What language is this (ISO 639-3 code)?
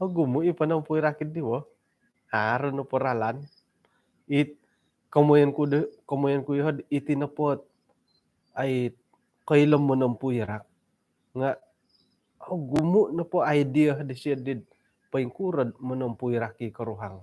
dtp